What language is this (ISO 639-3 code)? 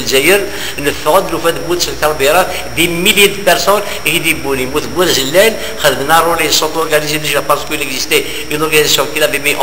kab